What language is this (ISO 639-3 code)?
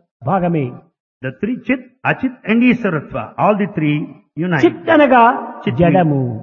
tel